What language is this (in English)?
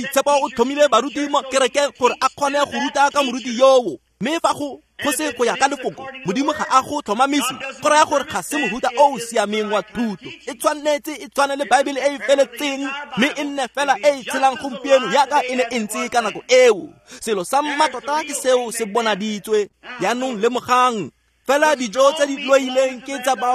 Tswana